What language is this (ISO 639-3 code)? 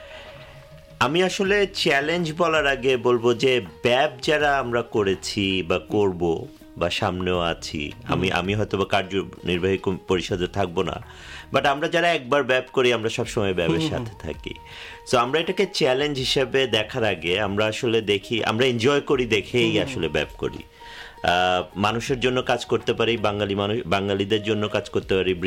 ben